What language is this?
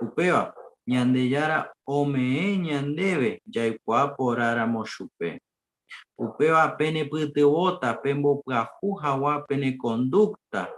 Guarani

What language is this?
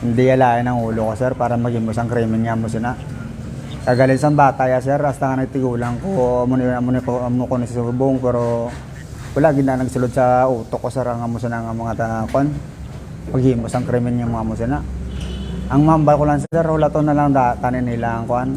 Hiligaynon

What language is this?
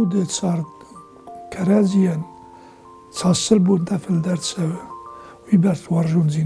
Ossetic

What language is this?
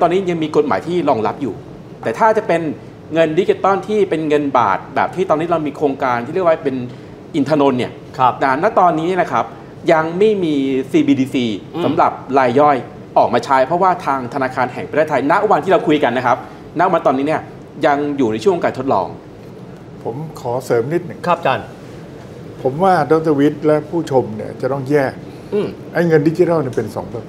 Thai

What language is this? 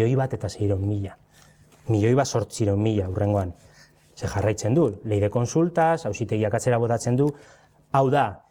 Basque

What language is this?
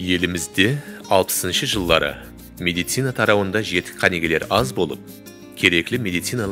Kara-Kalpak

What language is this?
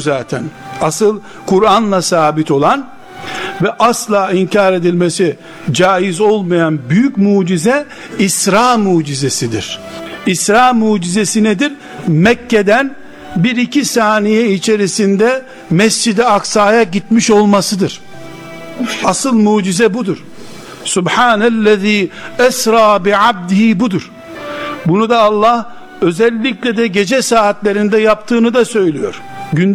Turkish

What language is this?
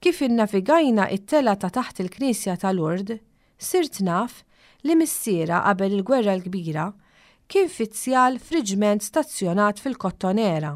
Maltese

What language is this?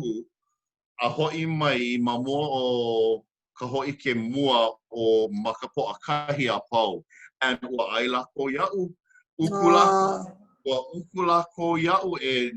Hawaiian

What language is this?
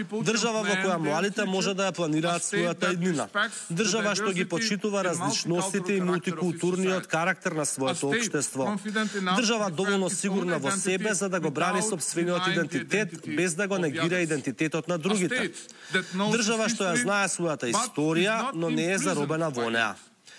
Macedonian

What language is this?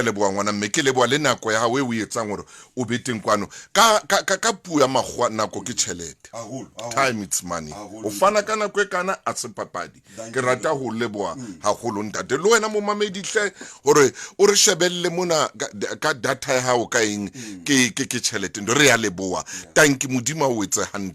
Southern Sotho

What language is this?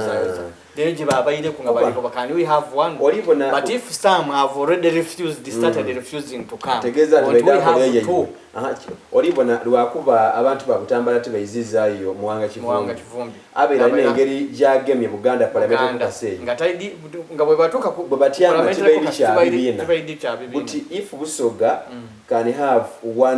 Soga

